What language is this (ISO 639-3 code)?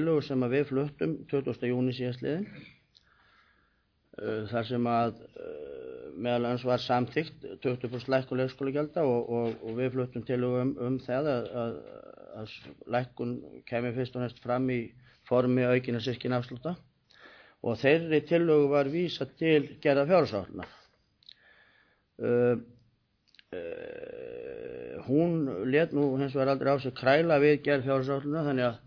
isl